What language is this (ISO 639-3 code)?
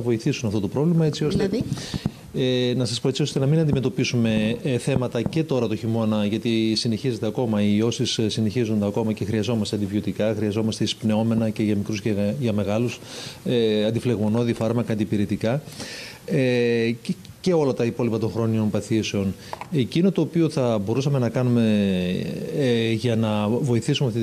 ell